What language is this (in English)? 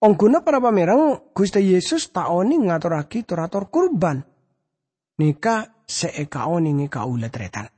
Madurese